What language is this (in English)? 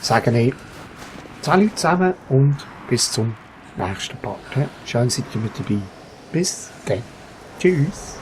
Swiss German